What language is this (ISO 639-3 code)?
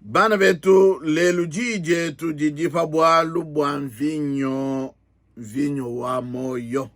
lua